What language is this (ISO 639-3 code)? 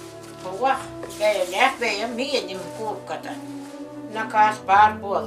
sah